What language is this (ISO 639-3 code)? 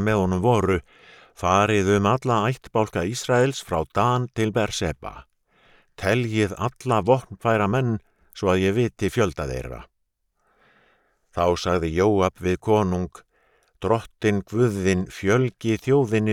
isl